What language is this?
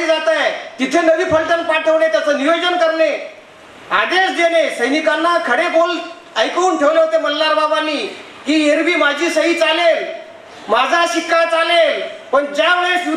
Marathi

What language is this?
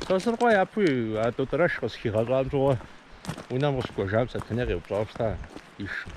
Kabardian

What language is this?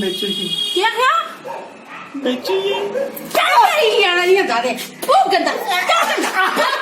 Dogri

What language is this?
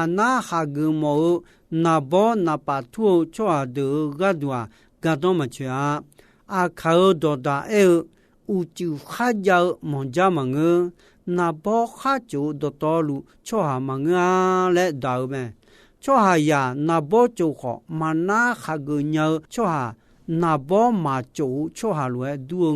Akha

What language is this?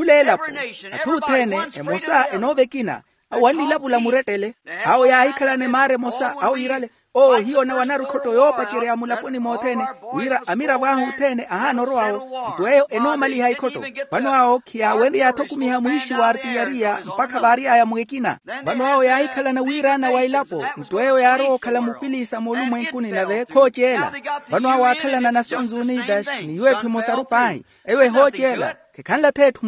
Makhuwa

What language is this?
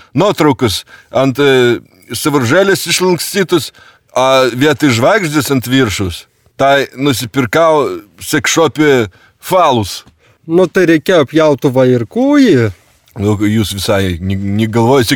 Lithuanian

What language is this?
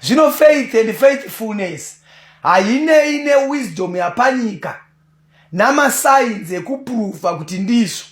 Shona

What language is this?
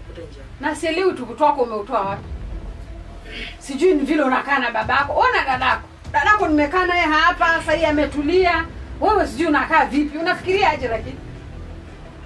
Swahili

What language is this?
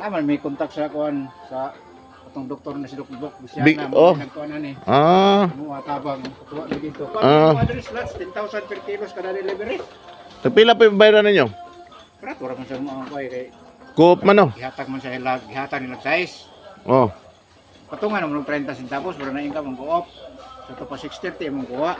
Cebuano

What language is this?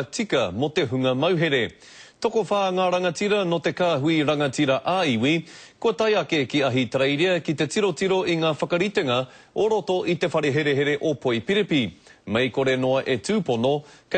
Māori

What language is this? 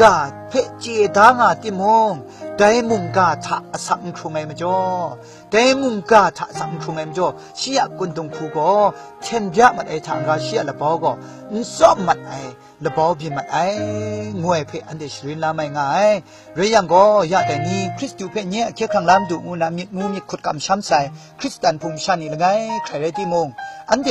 Kachin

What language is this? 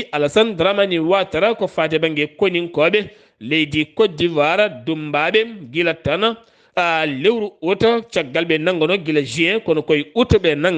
Fula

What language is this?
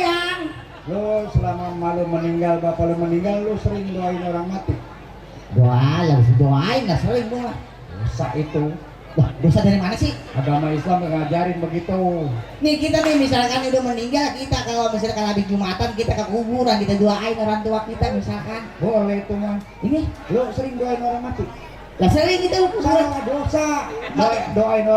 Betawi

